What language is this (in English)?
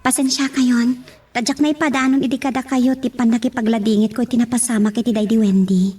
Iloko